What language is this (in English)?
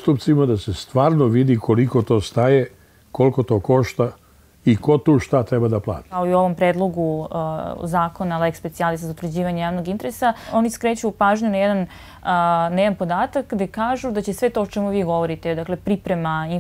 Serbian